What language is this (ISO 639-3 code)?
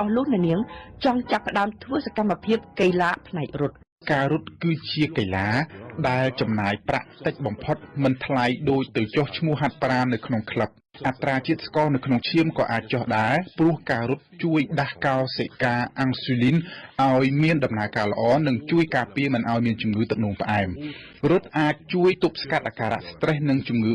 khm